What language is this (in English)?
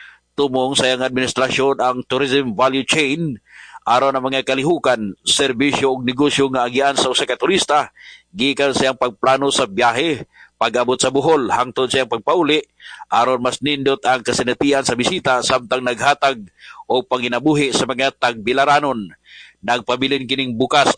Cebuano